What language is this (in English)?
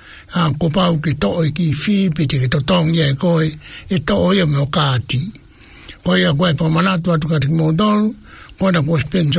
Tongan